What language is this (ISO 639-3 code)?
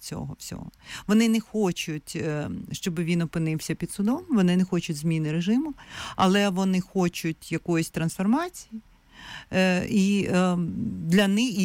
ukr